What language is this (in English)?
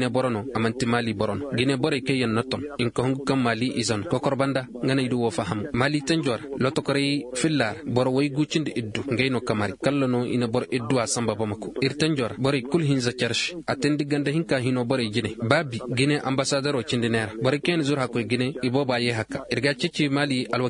Zarma